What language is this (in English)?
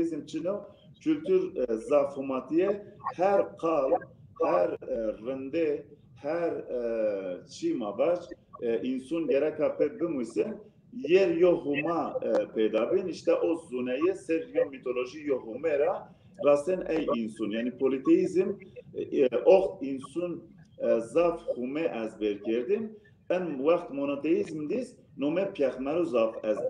Zaza